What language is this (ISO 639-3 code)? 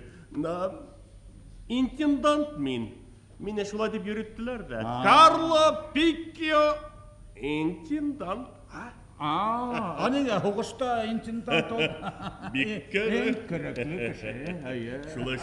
bak